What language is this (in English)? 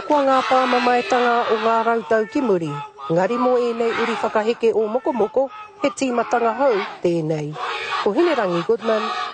Māori